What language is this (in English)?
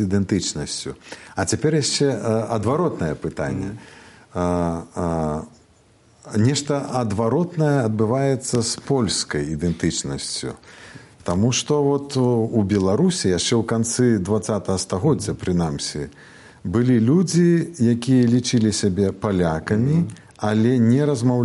Belarusian